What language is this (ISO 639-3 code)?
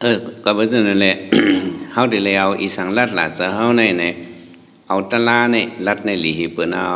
shn